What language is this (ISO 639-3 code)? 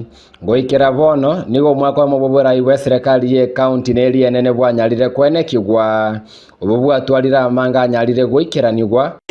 guz